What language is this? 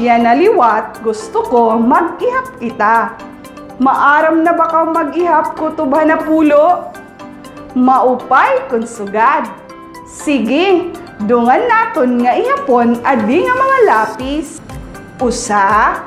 Waray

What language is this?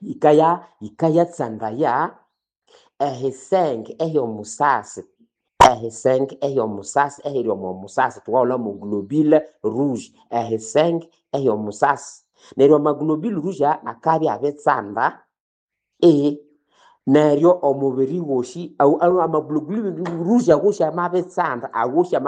Nande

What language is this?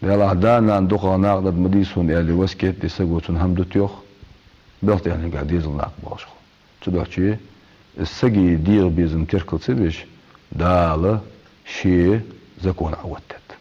Ingush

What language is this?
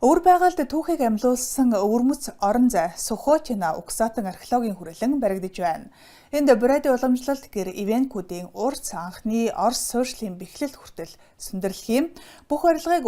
Mongolian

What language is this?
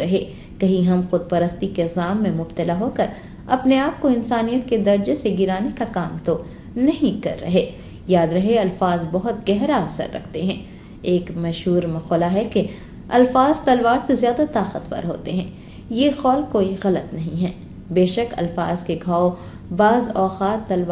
Urdu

